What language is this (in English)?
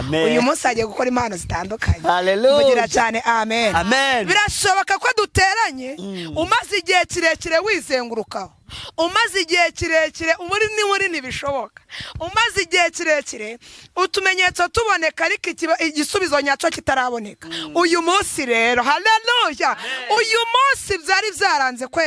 Kinyarwanda